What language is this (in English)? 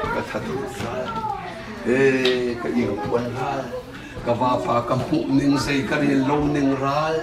Hakha Chin